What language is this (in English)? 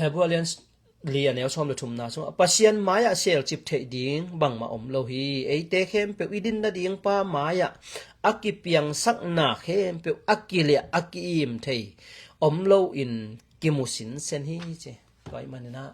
Tedim Chin